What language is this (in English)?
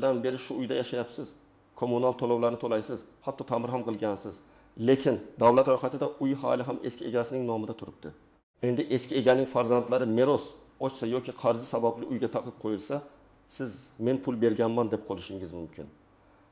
Uzbek